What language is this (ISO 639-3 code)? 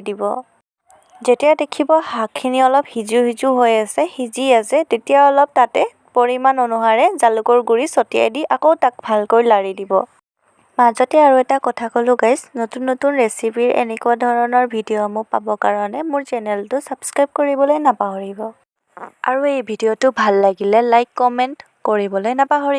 asm